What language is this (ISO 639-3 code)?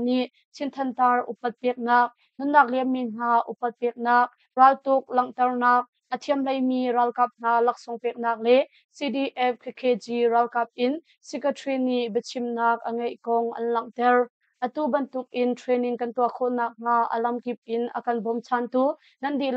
cnh